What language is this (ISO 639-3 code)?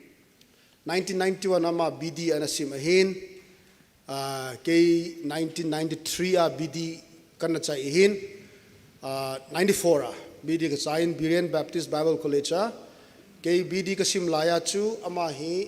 tcz